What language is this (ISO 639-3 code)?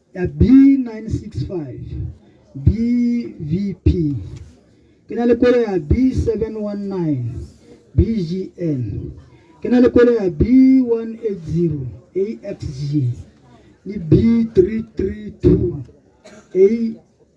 tsn